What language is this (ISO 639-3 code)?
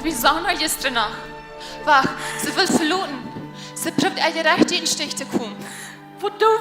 pdt